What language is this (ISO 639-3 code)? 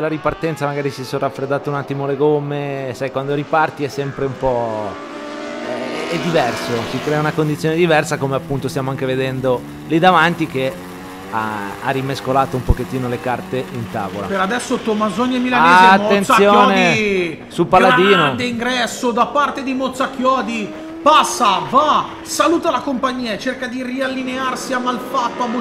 ita